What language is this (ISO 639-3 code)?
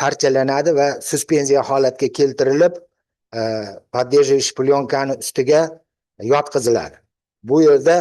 uzb